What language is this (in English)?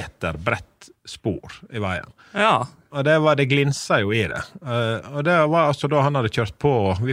Norwegian